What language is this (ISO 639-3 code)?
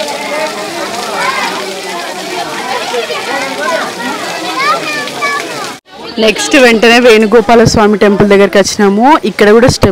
tel